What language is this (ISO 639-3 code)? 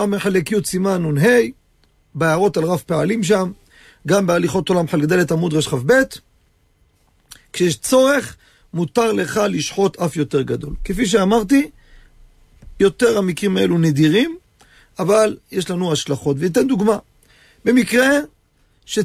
heb